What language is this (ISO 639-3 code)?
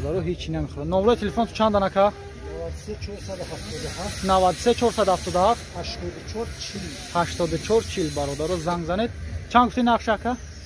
tgk